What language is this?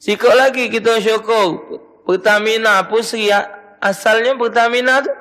Musi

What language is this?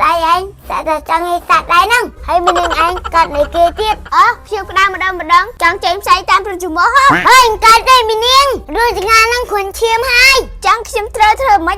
Khmer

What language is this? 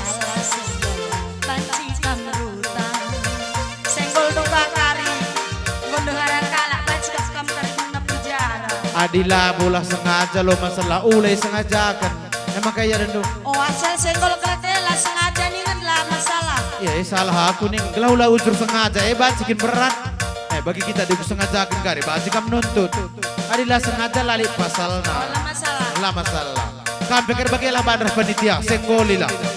Batak Karo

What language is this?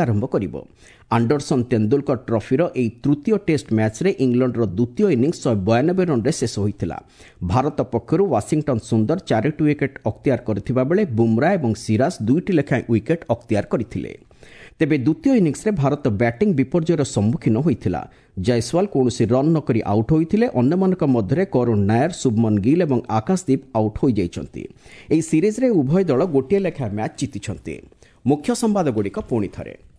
Odia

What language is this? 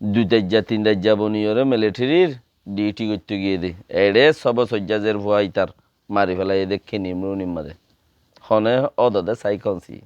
Rohingya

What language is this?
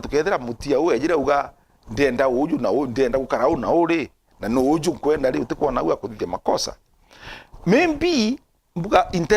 Meru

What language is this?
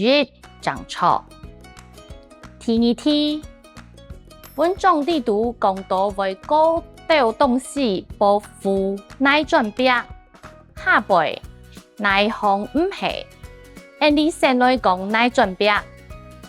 Hakka Chinese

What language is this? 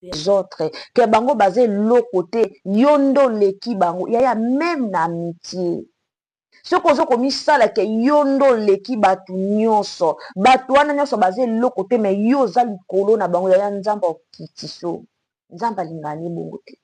Lingala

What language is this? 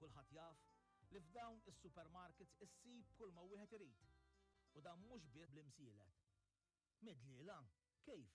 Maltese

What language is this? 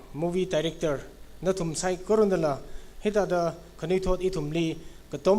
Tangkhul Naga (India)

